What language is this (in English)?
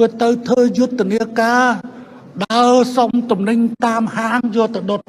Khmer